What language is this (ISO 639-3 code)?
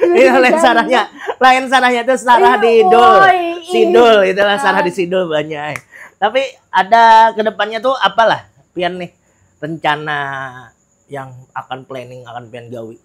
bjn